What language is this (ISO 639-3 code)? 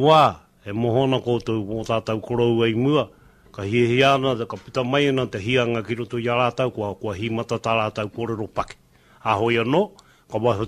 mri